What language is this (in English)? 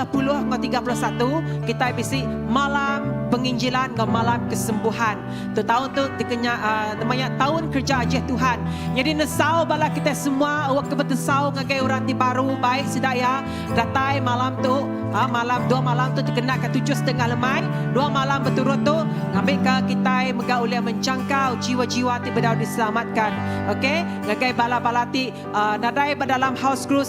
Iban